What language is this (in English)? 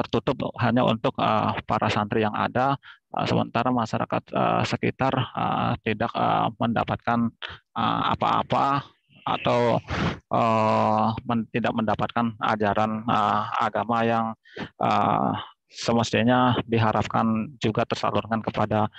Indonesian